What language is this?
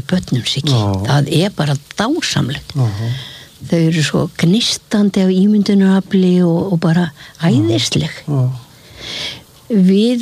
Icelandic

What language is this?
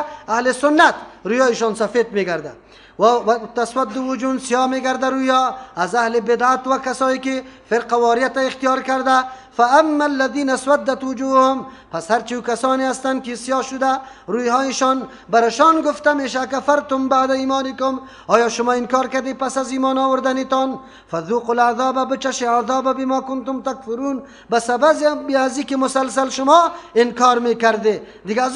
Persian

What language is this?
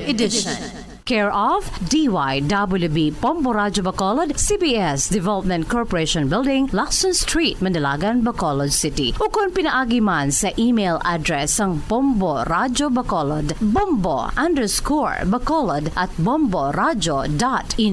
Hiligaynon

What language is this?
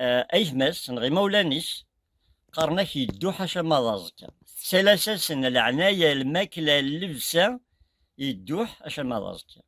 Kabyle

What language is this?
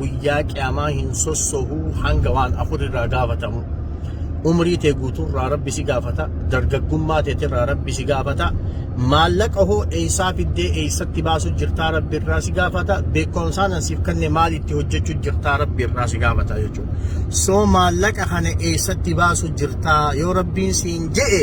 Oromo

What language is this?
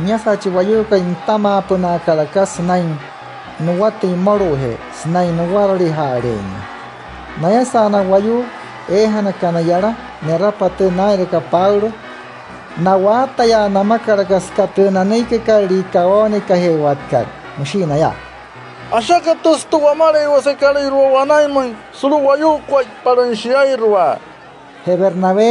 Wayuu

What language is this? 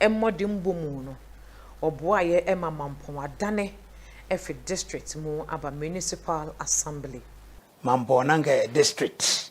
Akan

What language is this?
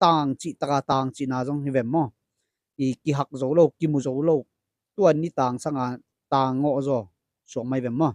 Tedim Chin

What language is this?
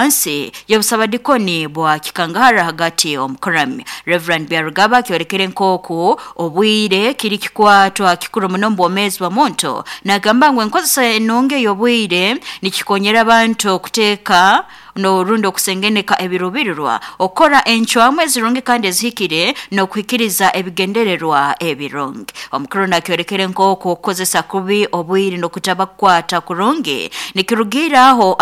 Nyoro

